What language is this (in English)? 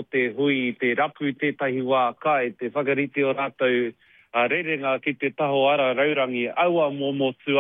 Māori